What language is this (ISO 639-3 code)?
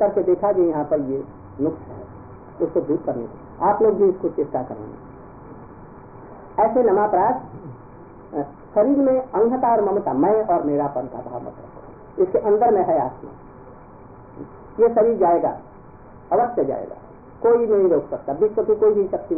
hin